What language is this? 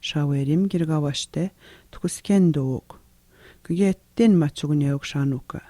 Atikamekw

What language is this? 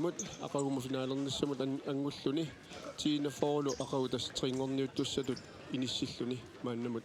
Kalaallisut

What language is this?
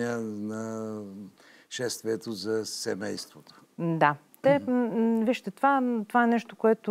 Bulgarian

